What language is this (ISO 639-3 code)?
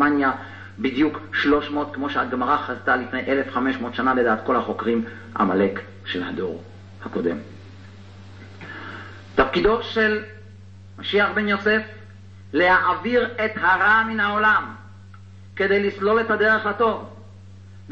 heb